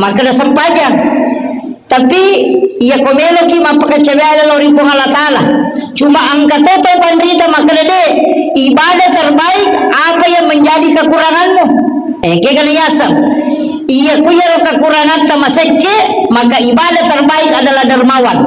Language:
Buginese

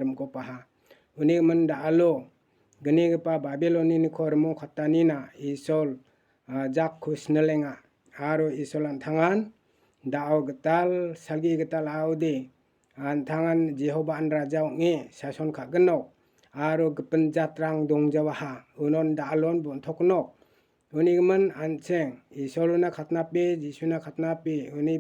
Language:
Garo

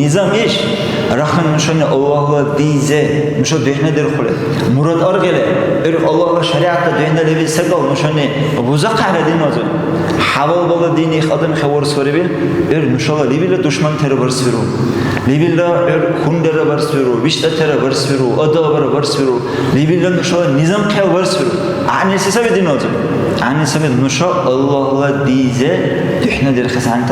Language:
Dargwa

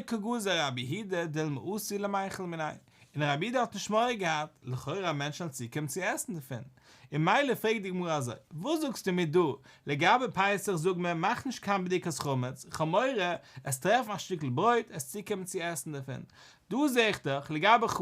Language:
Yiddish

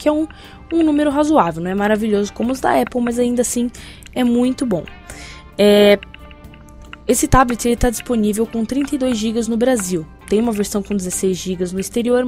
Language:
Portuguese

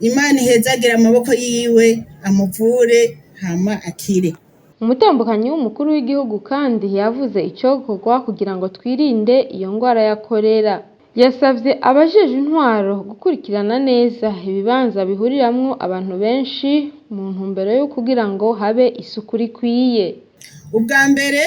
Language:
Rundi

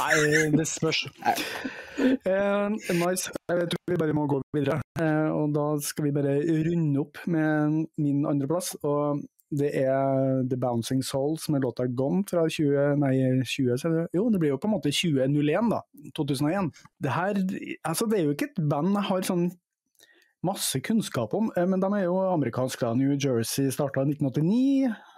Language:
Norwegian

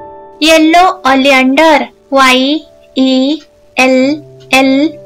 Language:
Odia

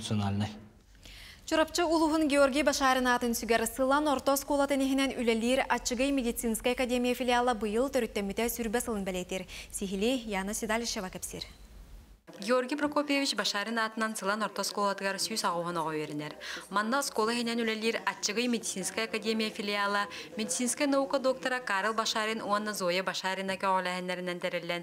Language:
Yakut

